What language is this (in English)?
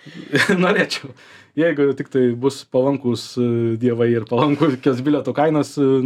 Lithuanian